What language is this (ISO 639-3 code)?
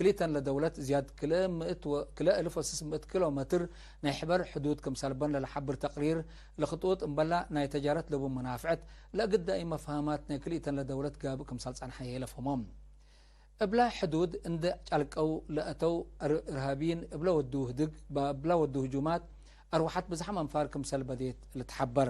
tig